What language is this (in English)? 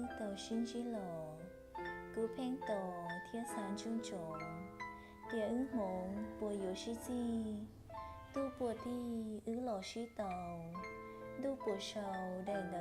Hmong